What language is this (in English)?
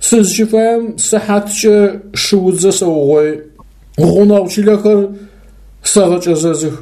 Adyghe